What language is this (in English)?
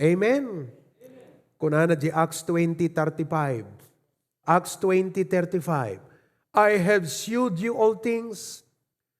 Iloko